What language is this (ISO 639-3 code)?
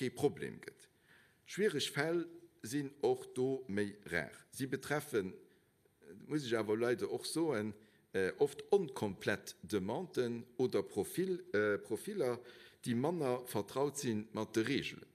ltz